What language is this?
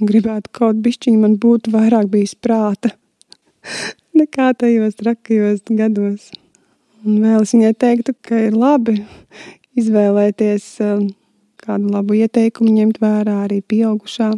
Latvian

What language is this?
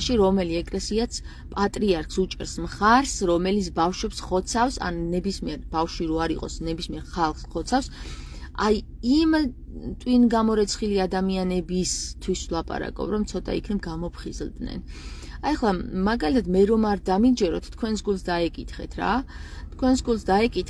Georgian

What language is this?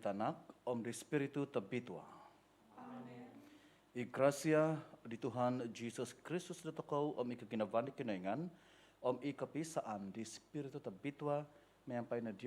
Central Dusun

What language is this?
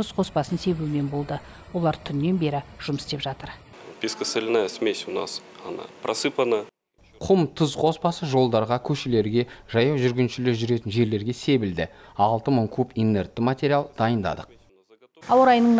Kazakh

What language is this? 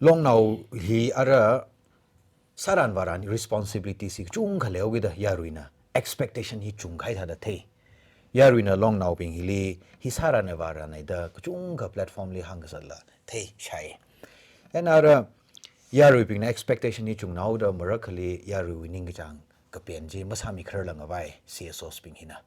Tangkhul Naga (India)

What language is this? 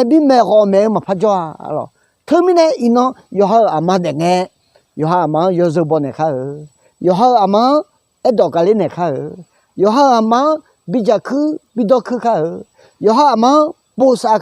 Akha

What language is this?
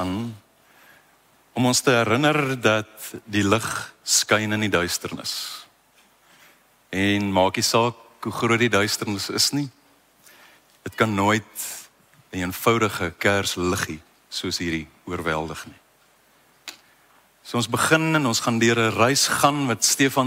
Afrikaans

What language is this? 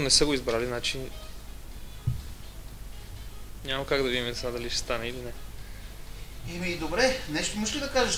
Bulgarian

